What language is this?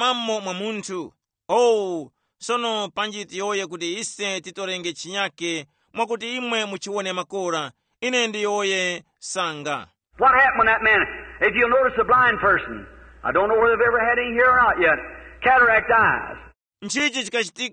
Tumbuka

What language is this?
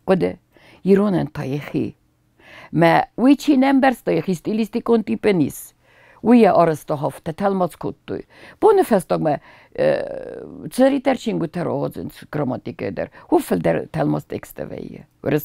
Ossetic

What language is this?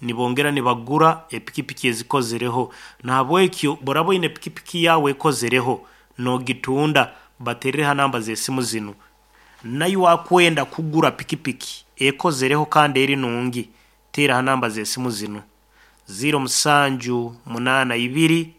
Nyankole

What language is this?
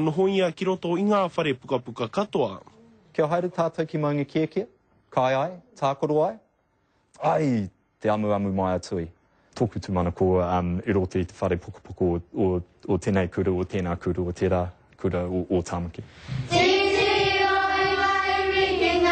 Māori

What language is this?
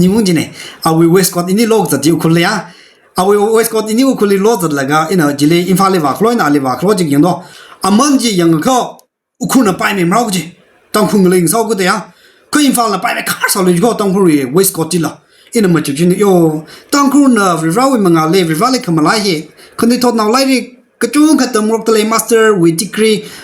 Tangkhul Naga (India)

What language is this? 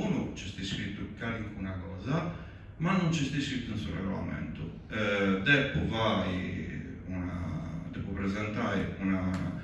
Sardinian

